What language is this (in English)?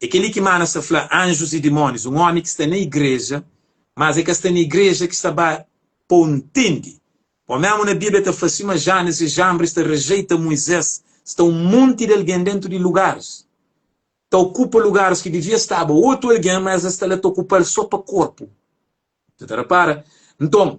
Kabuverdianu